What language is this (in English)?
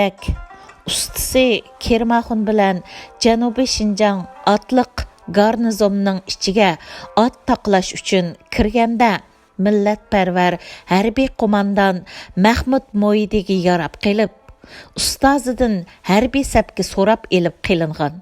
Uyghur